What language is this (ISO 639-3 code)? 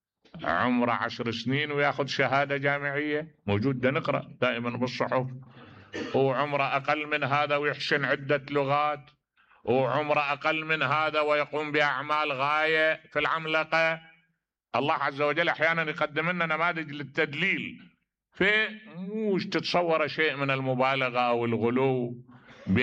acm